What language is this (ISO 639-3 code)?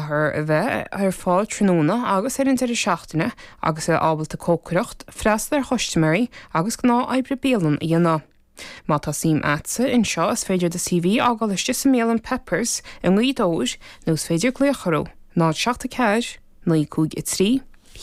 gle